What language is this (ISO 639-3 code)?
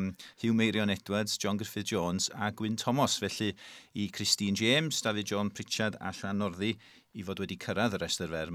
cym